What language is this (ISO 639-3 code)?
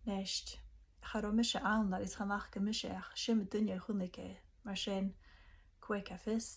gla